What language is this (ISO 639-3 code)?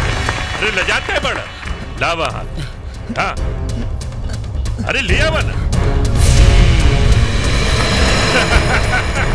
bho